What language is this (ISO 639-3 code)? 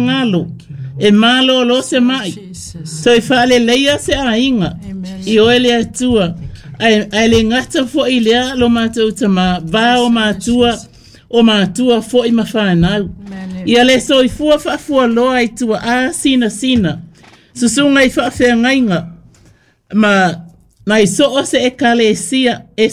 smo